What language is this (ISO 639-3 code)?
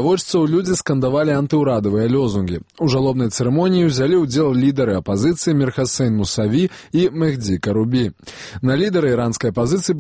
bel